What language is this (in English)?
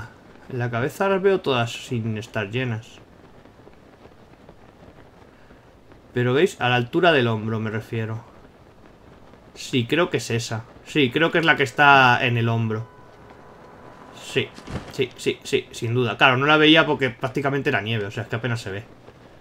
Spanish